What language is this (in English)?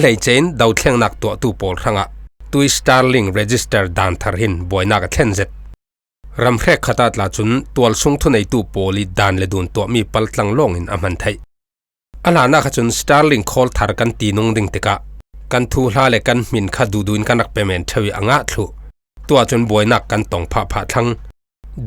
Falam Chin